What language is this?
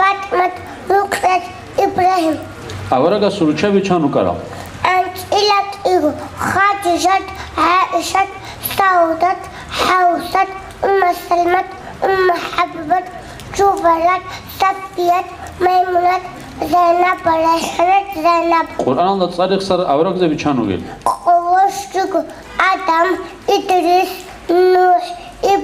Avaric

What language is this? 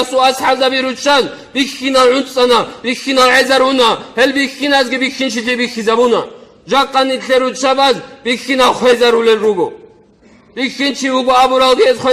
Avaric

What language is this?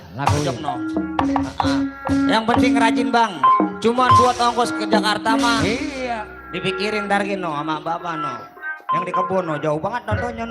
Betawi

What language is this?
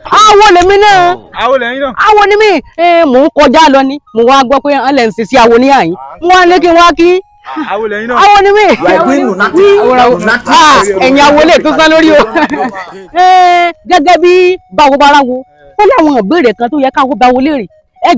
Yoruba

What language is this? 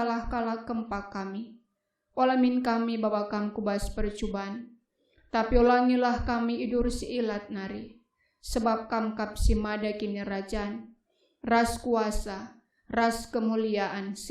Batak Karo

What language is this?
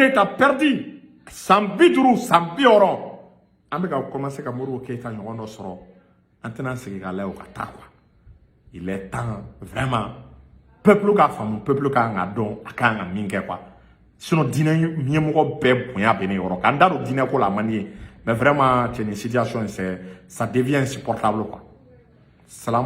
Bambara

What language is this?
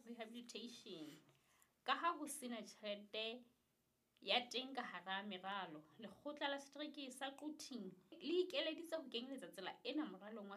Southern Sotho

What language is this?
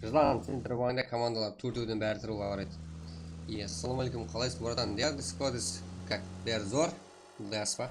Kara-Kalpak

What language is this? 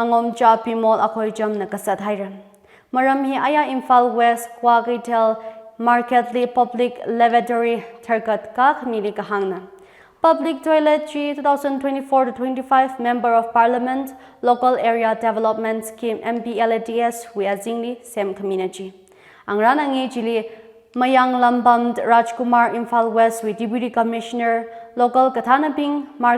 Tangkhul Naga (India)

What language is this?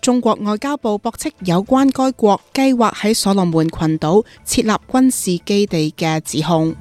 Cantonese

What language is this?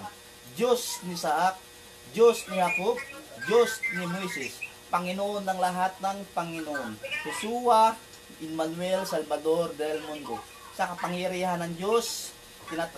Filipino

